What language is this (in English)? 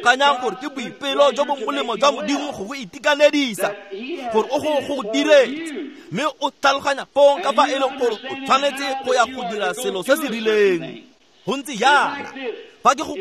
Tswana